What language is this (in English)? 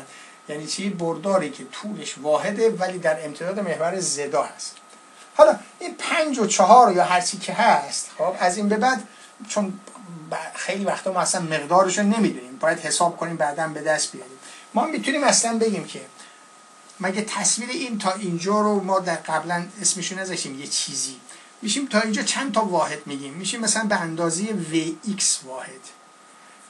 Persian